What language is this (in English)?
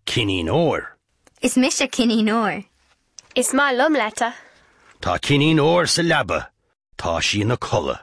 Irish